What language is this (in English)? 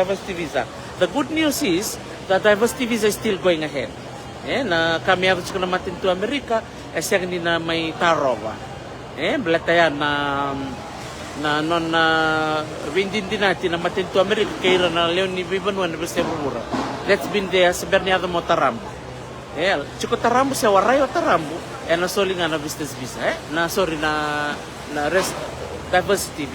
Fijian